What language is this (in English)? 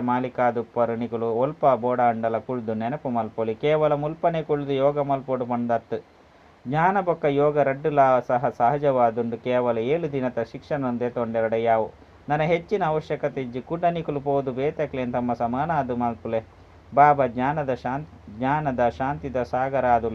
Tulu